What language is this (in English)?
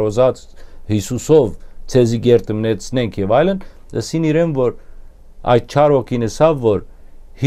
Western Armenian